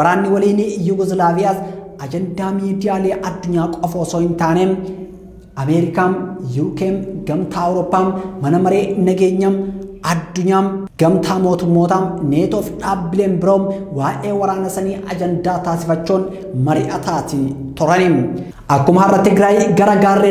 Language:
Oromo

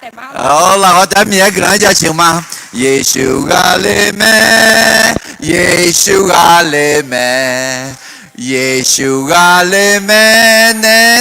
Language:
Akha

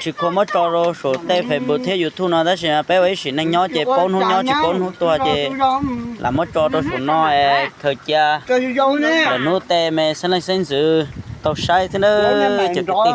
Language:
Hmong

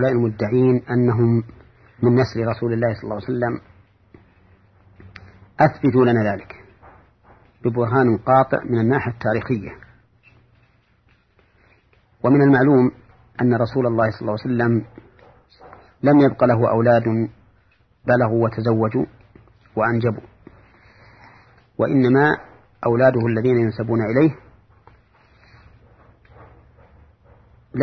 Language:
Arabic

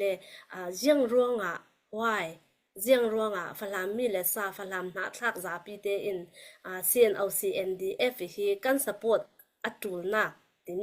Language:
Falam Chin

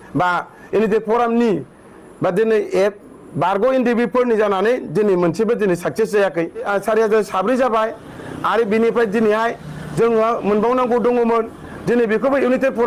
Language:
Bodo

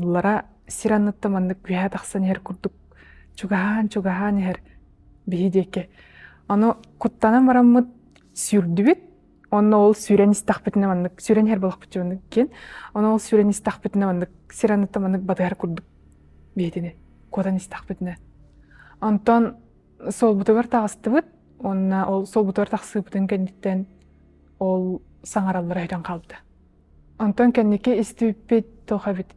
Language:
Yakut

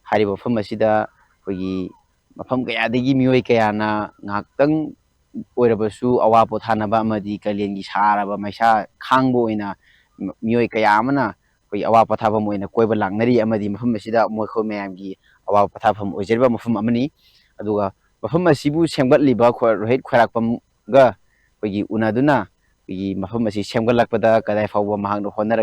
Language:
Manipuri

